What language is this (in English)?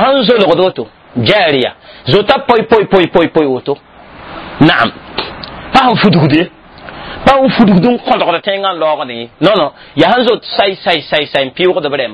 Mossi